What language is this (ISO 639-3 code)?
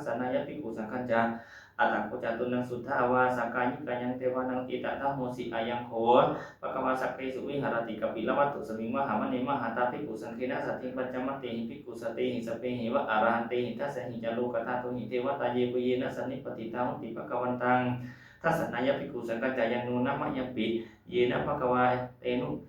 pli